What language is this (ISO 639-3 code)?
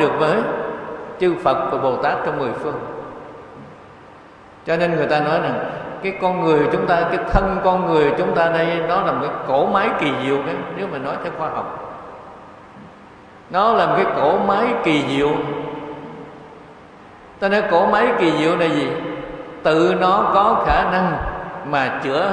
vie